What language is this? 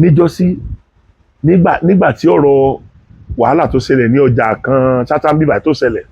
Yoruba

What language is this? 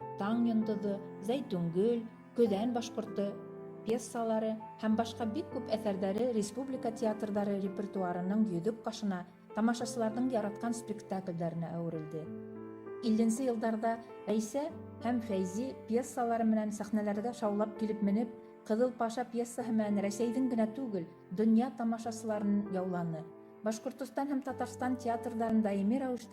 Bashkir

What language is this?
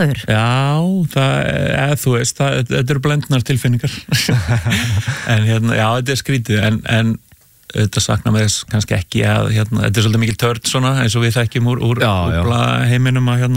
Icelandic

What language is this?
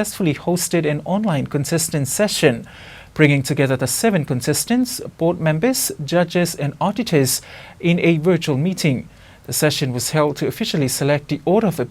Tongan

